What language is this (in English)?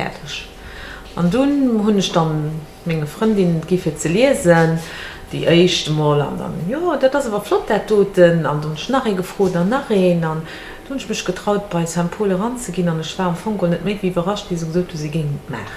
Luxembourgish